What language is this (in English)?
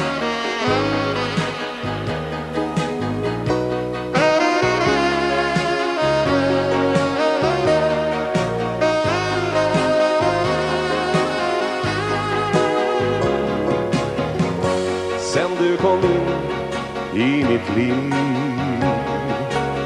Swedish